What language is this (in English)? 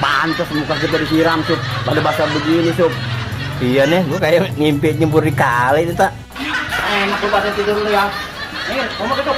Betawi